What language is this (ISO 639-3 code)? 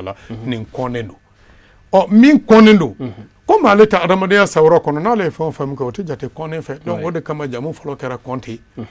bam